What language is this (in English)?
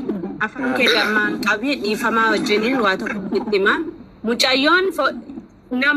Oromo